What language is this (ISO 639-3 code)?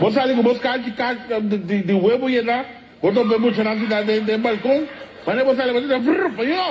pap